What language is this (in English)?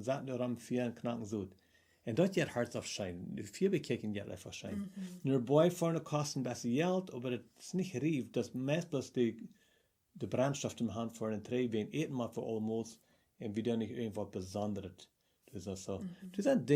Plautdietsch